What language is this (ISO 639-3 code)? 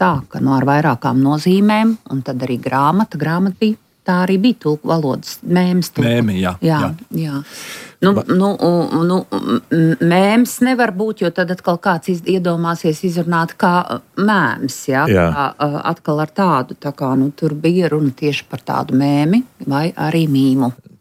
lav